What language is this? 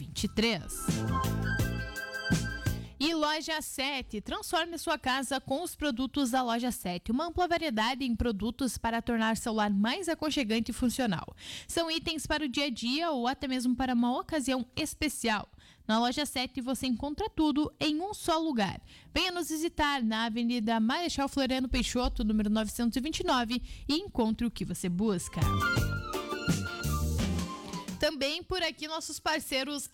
Portuguese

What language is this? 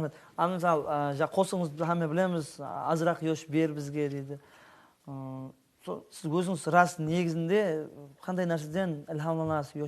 Kara-Kalpak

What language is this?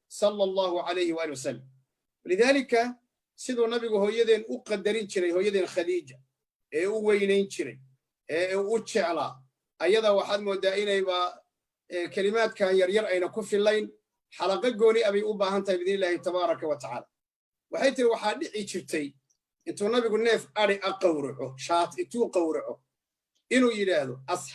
Somali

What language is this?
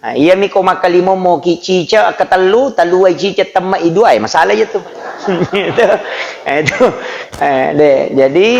Buginese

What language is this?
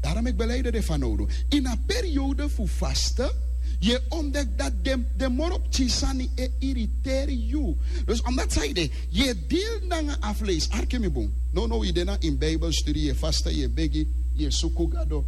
Sranan Tongo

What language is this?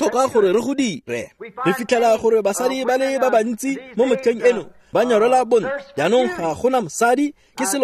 Tswana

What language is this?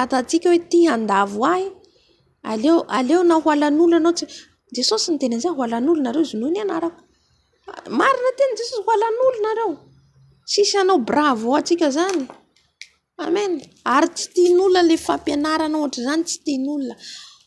Malagasy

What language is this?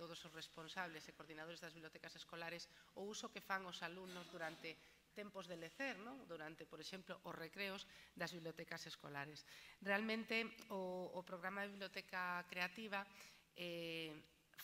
Galician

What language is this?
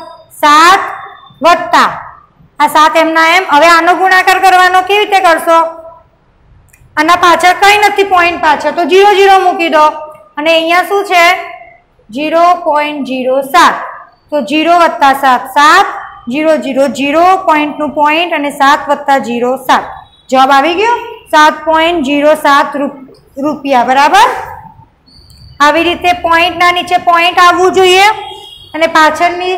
Gujarati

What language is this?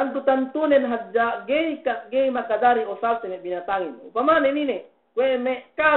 Yakan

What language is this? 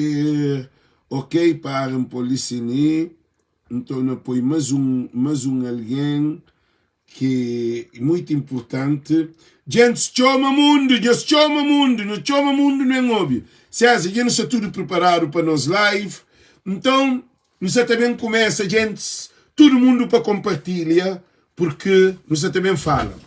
Kabuverdianu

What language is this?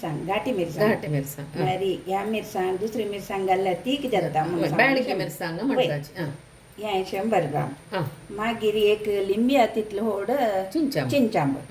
Konkani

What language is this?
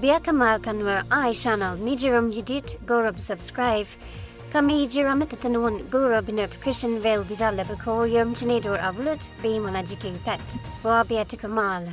Nuer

